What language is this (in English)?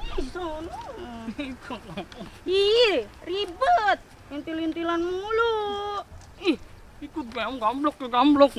Betawi